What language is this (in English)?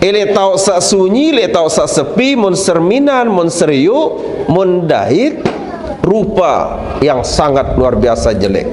Sasak